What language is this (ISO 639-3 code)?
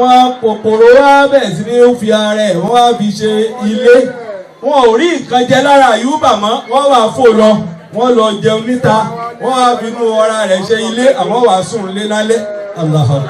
yor